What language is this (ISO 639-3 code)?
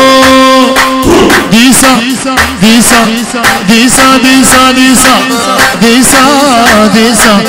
ara